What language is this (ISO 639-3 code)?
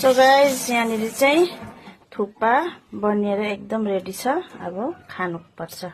nep